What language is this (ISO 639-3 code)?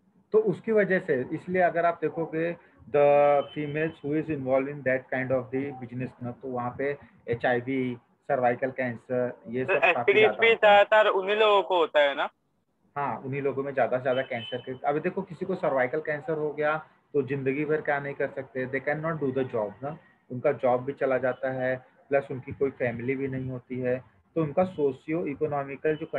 hin